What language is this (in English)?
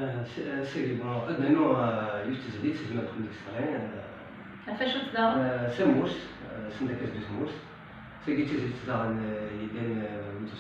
Kabyle